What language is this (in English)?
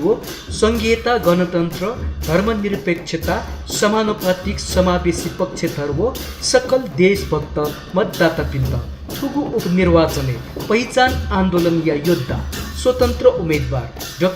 Newari